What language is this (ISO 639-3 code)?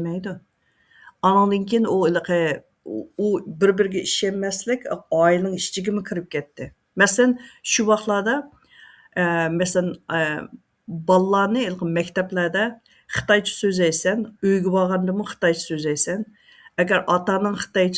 uig